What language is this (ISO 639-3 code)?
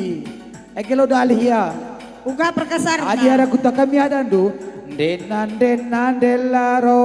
btx